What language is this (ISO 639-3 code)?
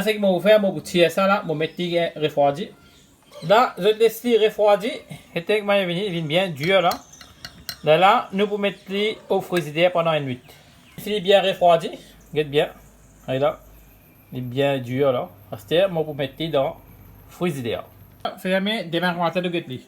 mfe